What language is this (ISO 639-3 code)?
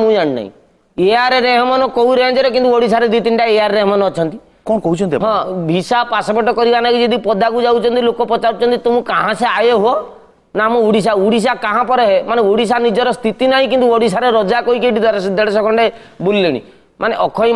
ori